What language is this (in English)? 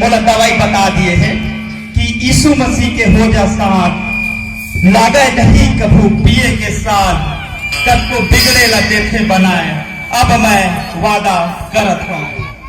Chhattisgarhi